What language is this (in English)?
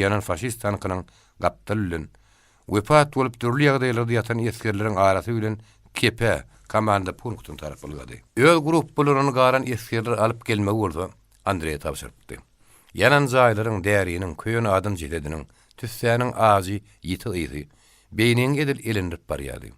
Turkmen